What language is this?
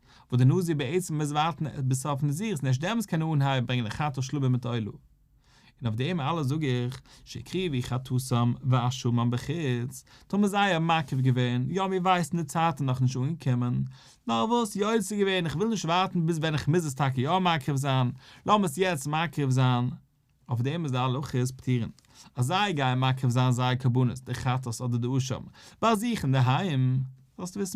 Yiddish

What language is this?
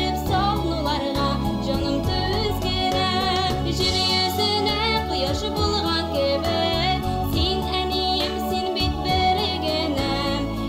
Tatar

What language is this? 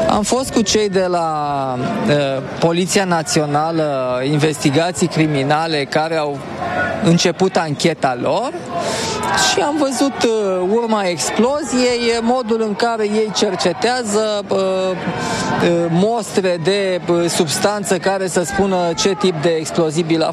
Romanian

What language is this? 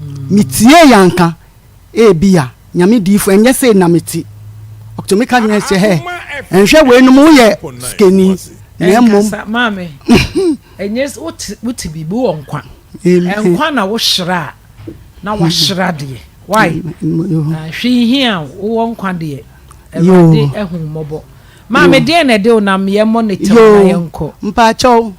Akan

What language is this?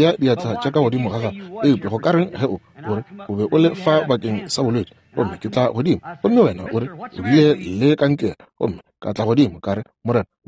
Northern Sotho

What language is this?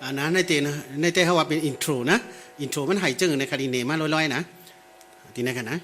Shan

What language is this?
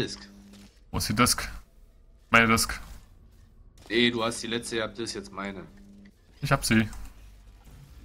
German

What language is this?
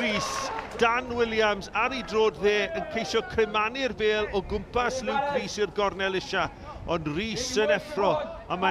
Welsh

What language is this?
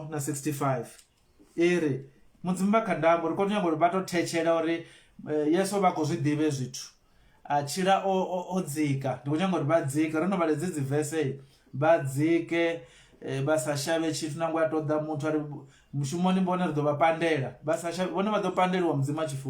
Venda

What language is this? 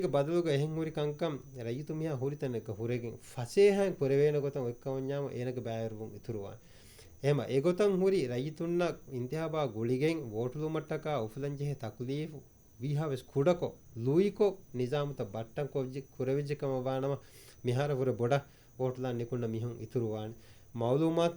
Divehi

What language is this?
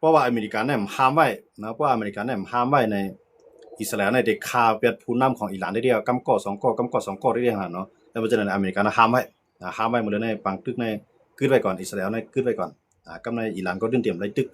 Shan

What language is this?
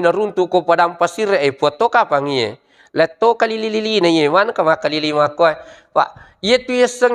Buginese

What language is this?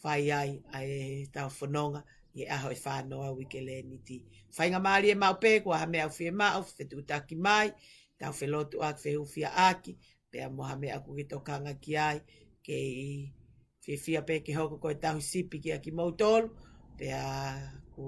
Tongan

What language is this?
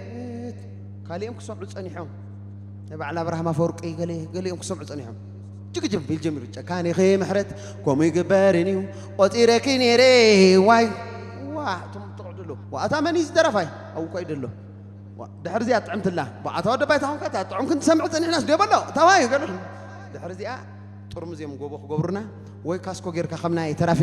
Tigrinya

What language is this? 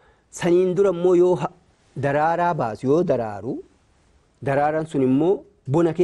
Oromo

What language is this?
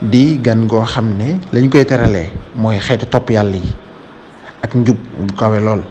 Wolof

